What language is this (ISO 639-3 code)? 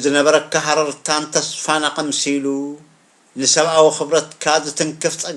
tir